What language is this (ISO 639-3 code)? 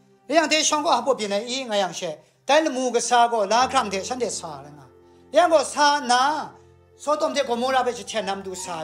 kac